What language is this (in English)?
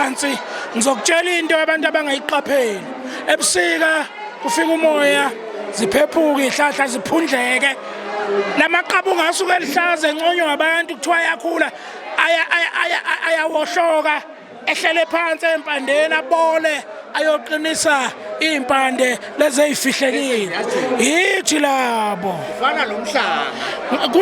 Zulu